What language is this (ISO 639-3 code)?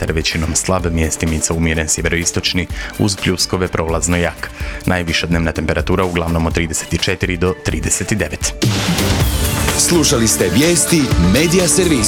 hrv